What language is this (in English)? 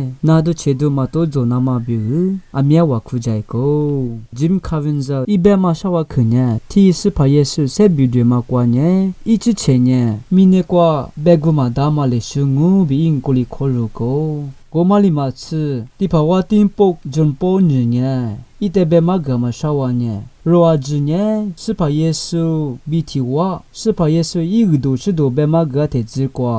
Lisu